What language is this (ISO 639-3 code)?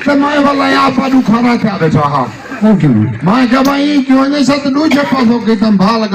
skr